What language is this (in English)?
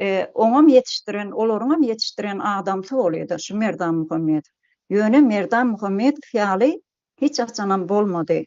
Turkmen